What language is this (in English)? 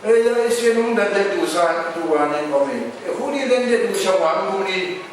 Kachin